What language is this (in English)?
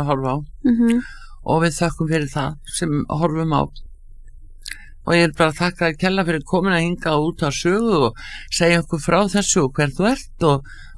Icelandic